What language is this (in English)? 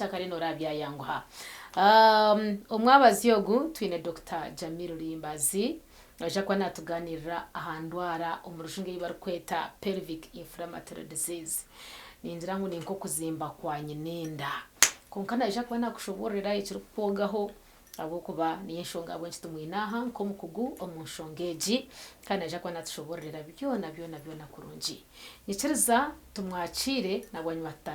Nyankole